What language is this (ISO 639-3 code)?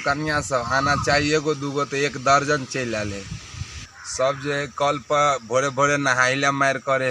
mai